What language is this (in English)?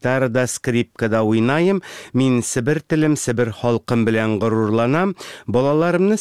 Tatar